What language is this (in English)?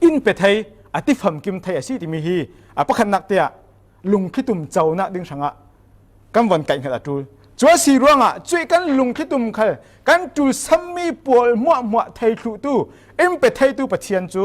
Falam Chin